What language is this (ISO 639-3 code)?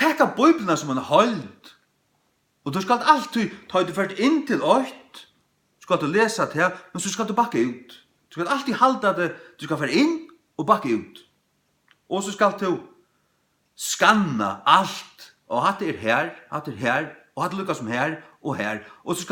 fao